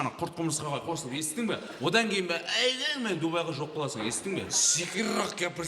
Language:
Kara-Kalpak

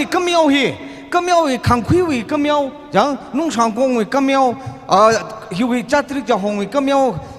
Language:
Tangkhul Naga (India)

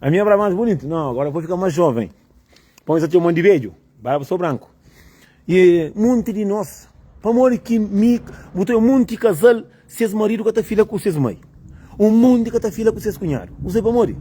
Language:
Kabuverdianu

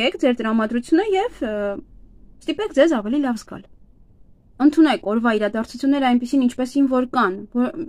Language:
Armenian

